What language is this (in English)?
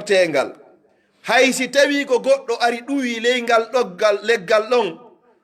Pular